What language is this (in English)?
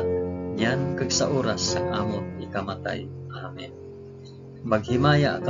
Hiligaynon